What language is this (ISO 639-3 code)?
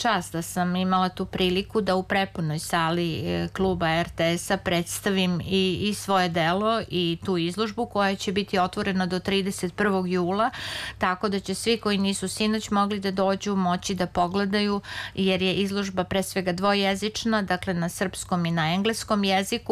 srp